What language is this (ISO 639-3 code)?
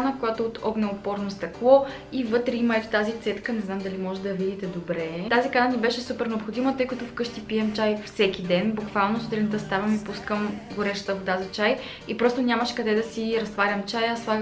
bul